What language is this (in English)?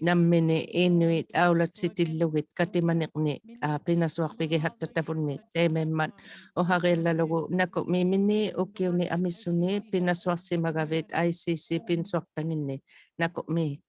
Inuktitut